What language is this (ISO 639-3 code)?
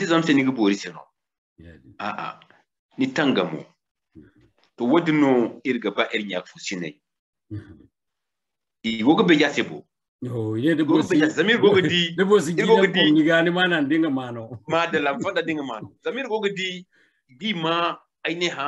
dje